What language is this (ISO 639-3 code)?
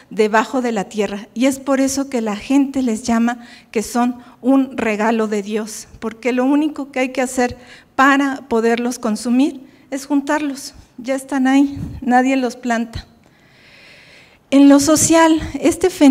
spa